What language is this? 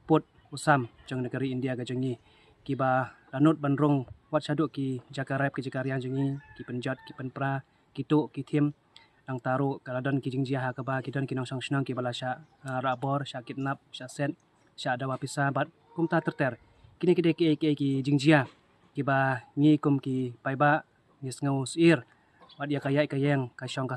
Khasi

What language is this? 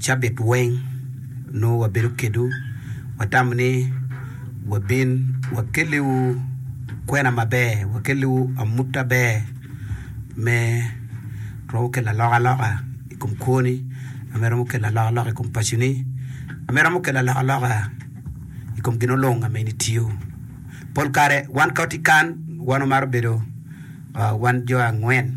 Acoli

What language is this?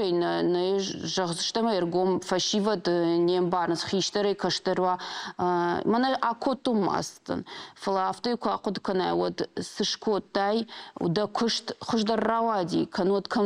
Ossetic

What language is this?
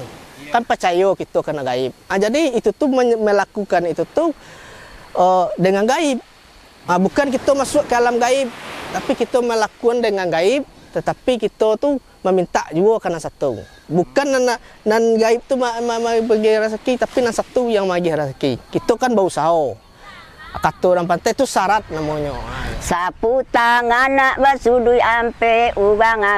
Minangkabau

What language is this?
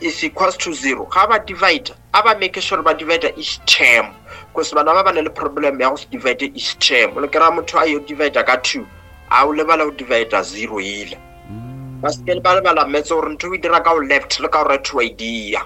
Northern Sotho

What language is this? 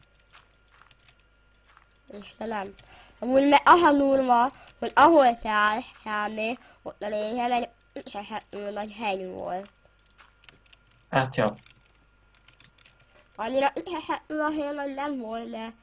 Hungarian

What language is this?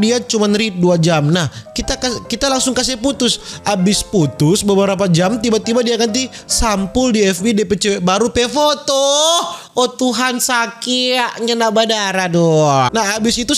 Manado Malay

